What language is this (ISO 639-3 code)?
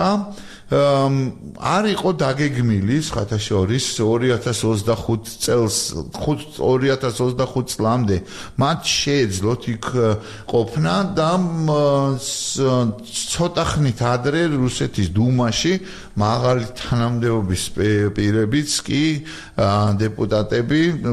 kat